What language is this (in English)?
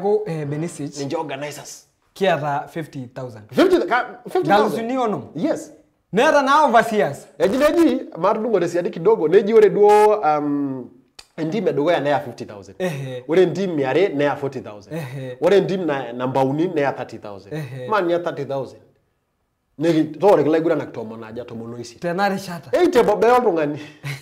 Masai